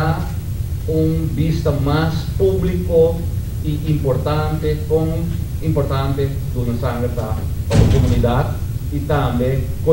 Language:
Papiamento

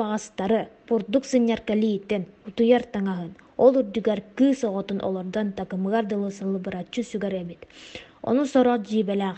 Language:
Yakut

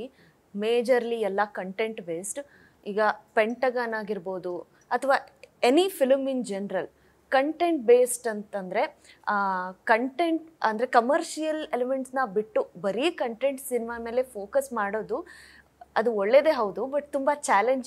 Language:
Kannada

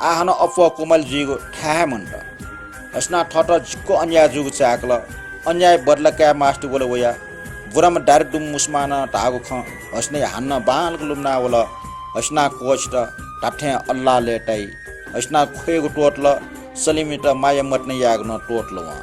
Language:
Newari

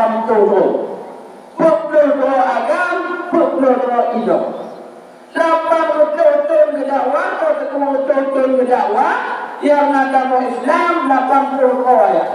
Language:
Achinese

